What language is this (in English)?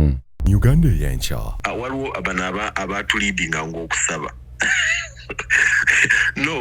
Ganda